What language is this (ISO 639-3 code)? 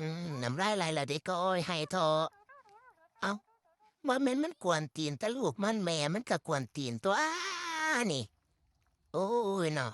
lao